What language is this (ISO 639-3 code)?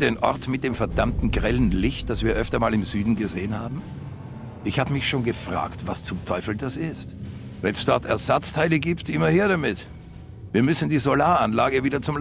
bar